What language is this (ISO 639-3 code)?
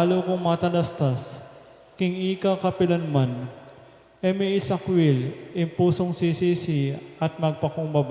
pam